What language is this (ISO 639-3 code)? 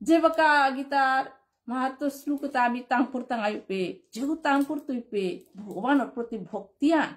bpy